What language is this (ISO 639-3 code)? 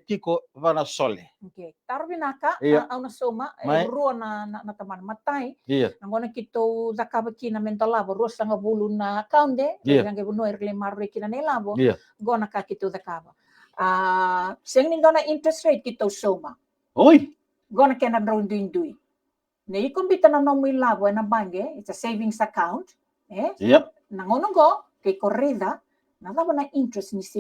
fij